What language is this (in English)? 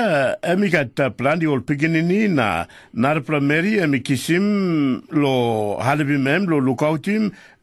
Tok Pisin